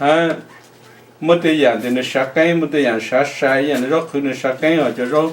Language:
Hmong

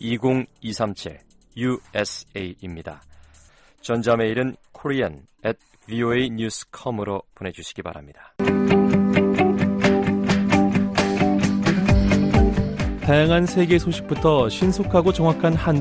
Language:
Korean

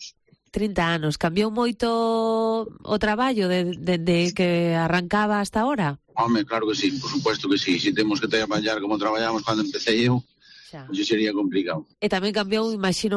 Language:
Galician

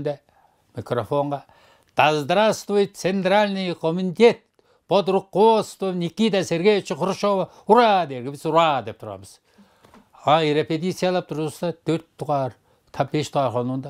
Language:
Tuvinian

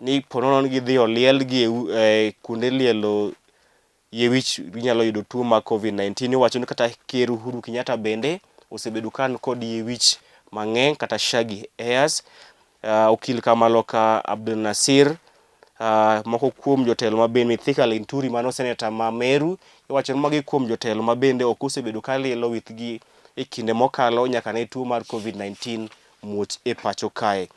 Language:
Luo (Kenya and Tanzania)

